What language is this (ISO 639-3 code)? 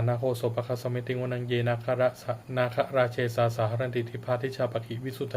pli